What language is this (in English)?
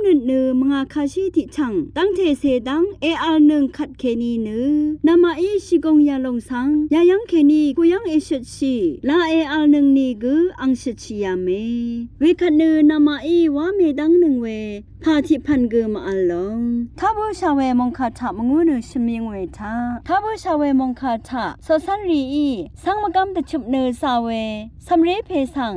Rawang